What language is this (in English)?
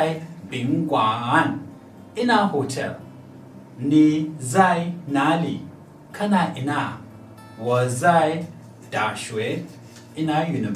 Hausa